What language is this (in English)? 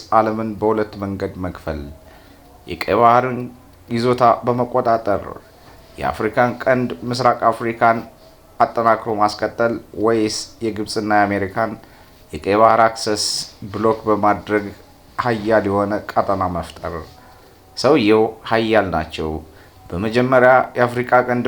Amharic